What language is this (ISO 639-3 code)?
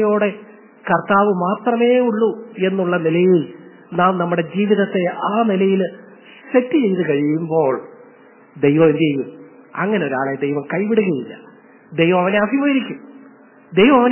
mal